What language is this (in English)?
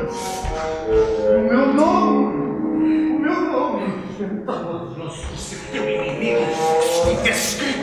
Portuguese